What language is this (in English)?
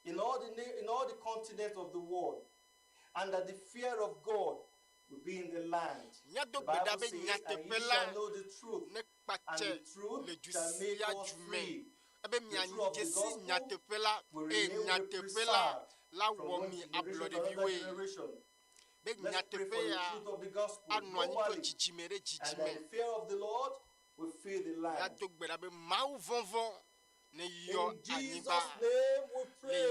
Ewe